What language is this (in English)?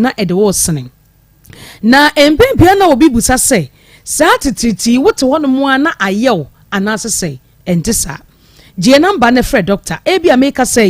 Akan